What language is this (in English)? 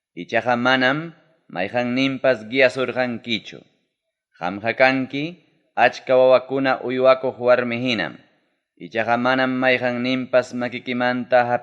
Ayacucho Quechua